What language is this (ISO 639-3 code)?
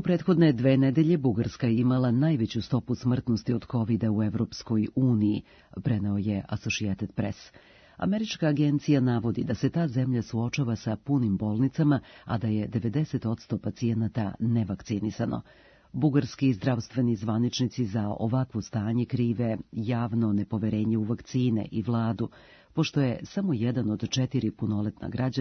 srp